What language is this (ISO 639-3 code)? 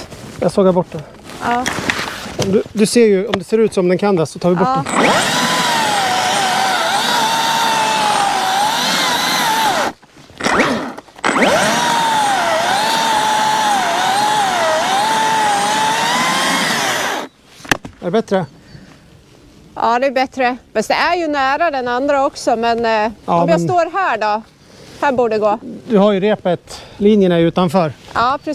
swe